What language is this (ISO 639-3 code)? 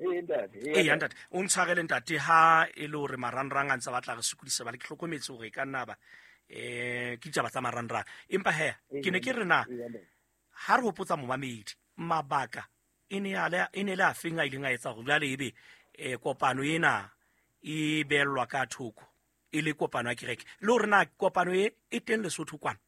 sot